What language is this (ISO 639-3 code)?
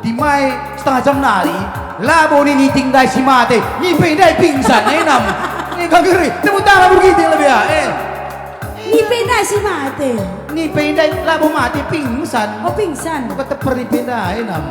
btx